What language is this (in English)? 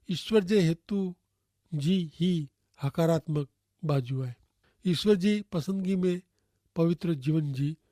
Kachhi